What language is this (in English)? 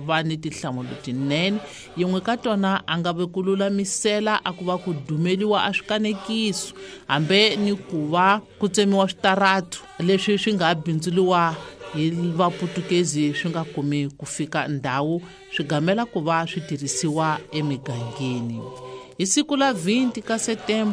Tsonga